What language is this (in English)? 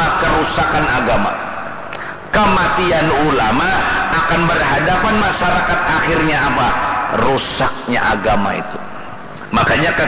Banjar